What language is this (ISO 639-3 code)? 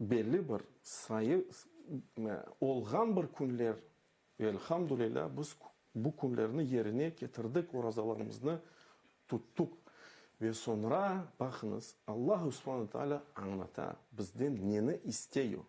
crh